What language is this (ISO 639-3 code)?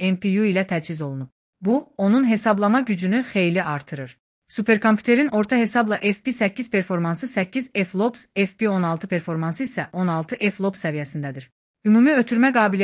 aze